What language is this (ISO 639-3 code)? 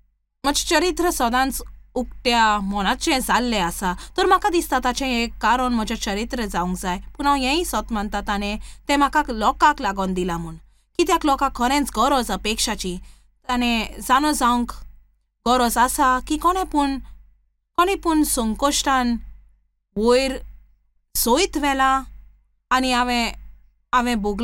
kok